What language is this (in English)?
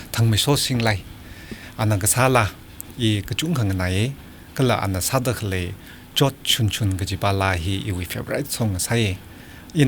Tangkhul Naga (India)